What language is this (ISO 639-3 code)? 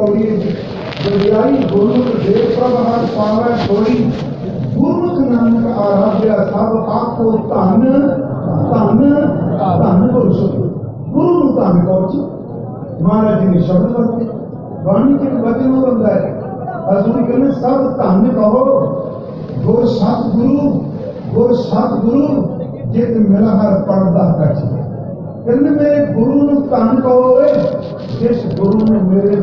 pan